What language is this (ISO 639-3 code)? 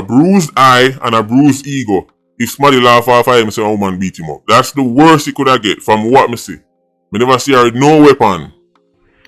jam